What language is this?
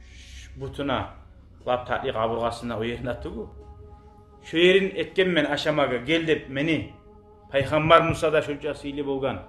Kumyk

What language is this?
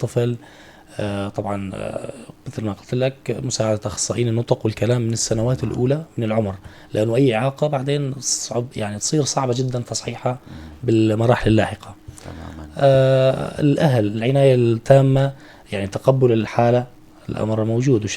North Levantine Arabic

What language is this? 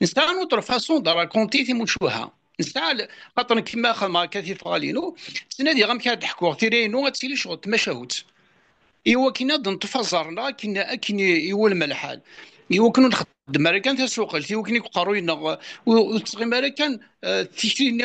Kabyle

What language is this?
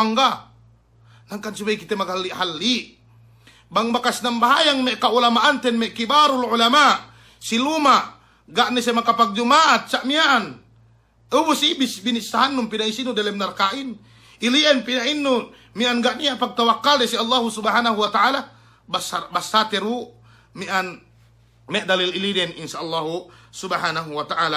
Yakan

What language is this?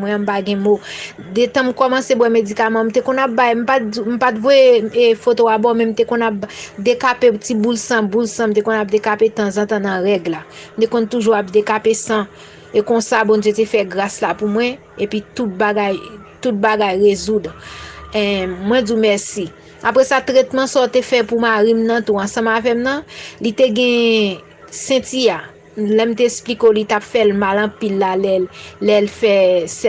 Haitian Creole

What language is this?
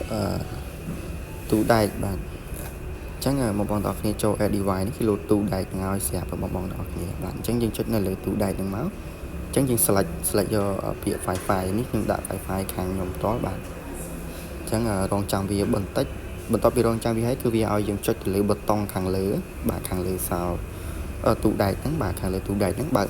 Khmer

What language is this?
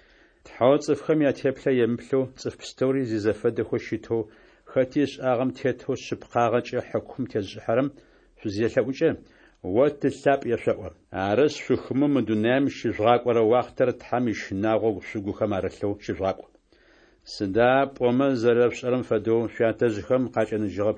Adyghe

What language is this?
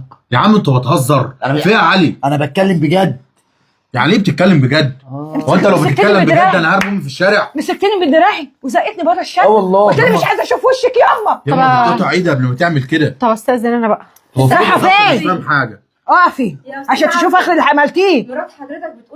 Egyptian Arabic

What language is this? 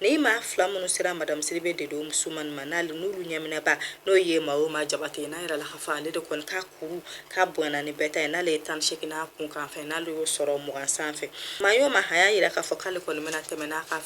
Bambara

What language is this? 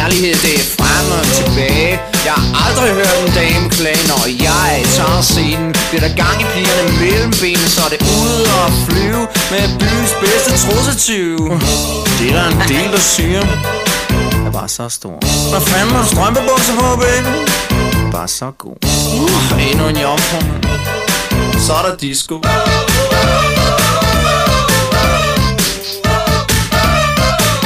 Danish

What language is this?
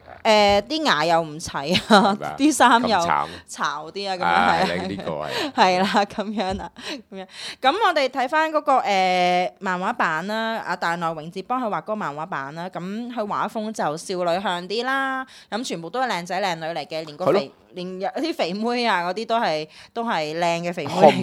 Cantonese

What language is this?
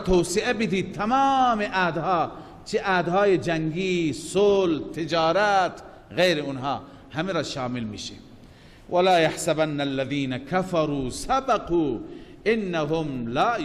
Persian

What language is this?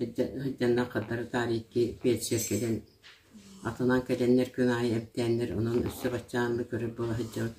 Yakut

